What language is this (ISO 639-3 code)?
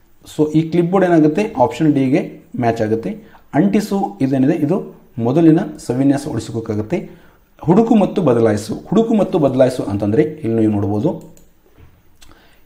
kan